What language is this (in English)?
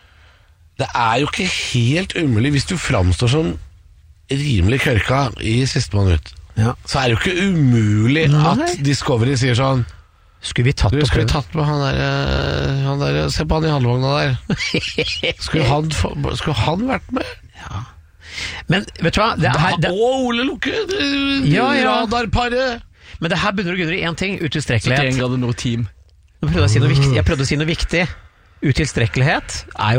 Norwegian